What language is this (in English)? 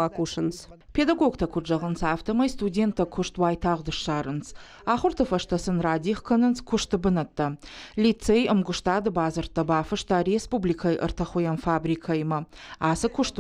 Ossetic